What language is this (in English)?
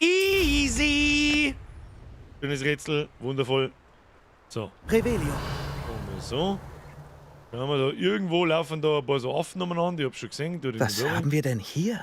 Bavarian